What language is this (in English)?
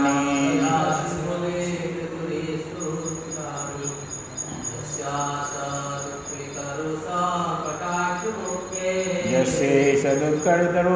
Odia